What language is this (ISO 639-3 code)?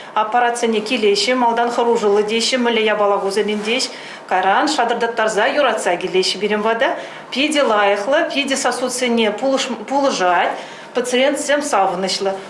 chv